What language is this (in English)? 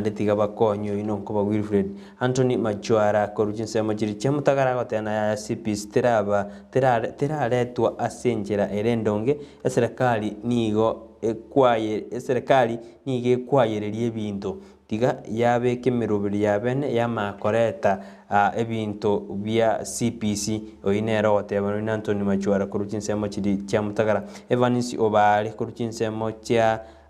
Gusii